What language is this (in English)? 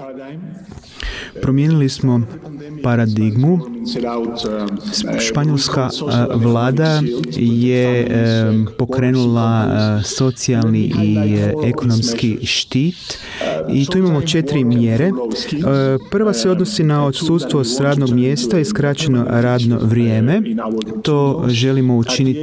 Croatian